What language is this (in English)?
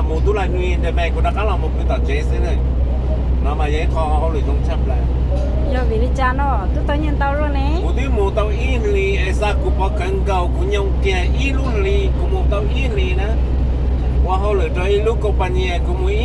Hmong